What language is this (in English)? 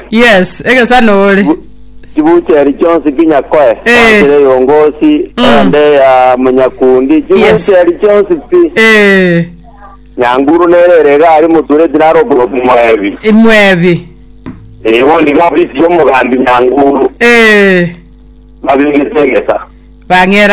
Gusii